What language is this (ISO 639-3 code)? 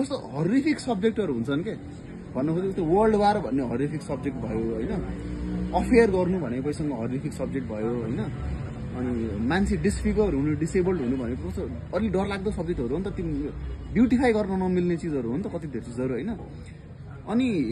nep